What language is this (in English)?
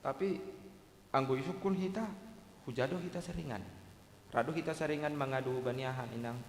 Batak Simalungun